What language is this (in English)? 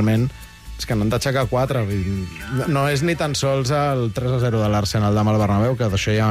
Catalan